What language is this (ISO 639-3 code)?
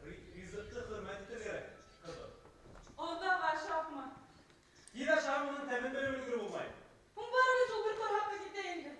bak